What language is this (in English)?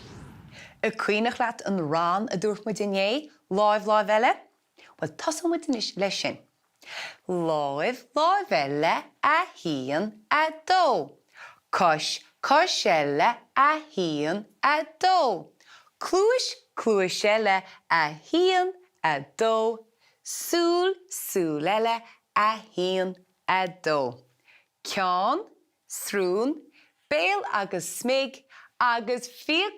Irish